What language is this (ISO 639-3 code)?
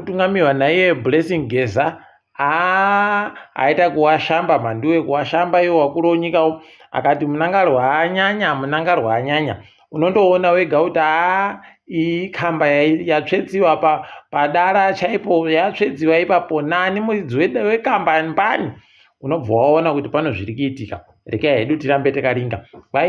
ndc